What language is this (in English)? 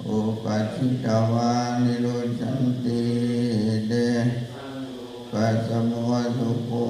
Pali